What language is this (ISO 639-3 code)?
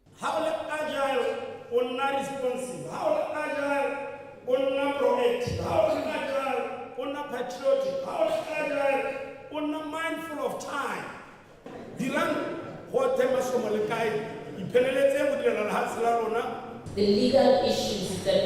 tsn